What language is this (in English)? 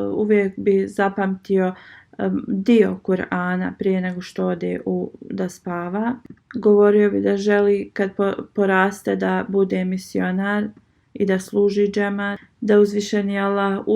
Bosnian